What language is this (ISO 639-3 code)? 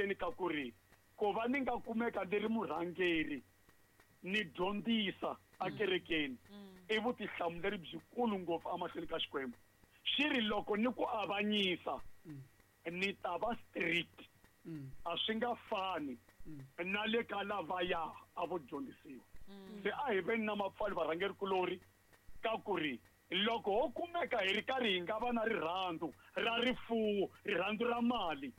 tso